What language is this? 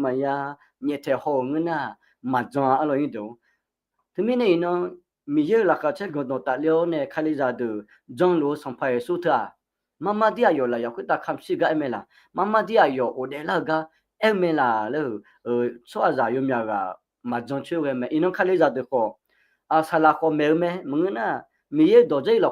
Akha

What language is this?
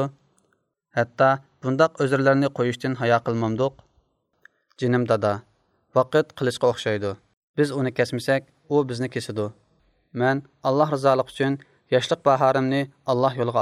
Uyghur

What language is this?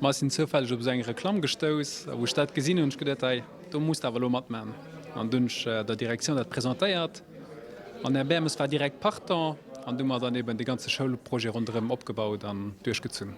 Luxembourgish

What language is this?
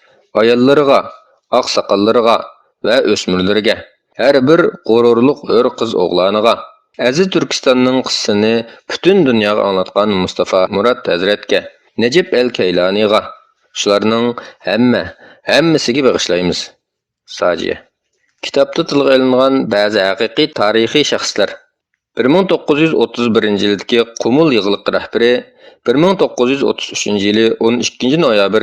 Uyghur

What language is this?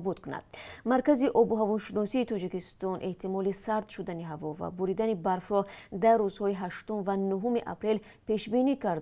Tajik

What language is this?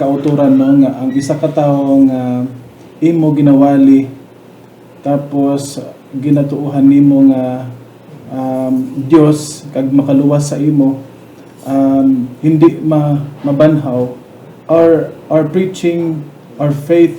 Hiligaynon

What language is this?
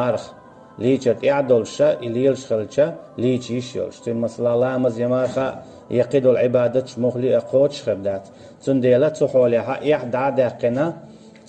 Chechen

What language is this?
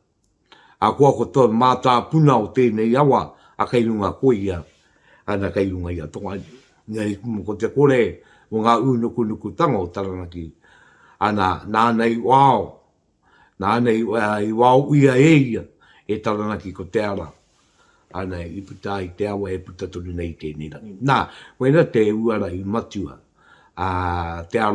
Māori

